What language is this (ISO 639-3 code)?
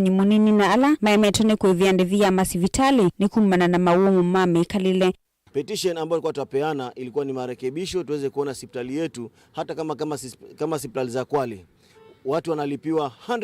kam